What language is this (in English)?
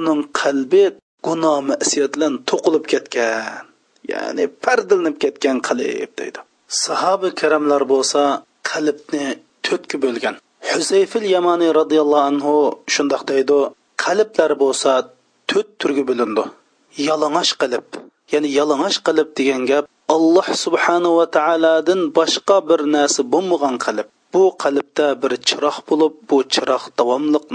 Uyghur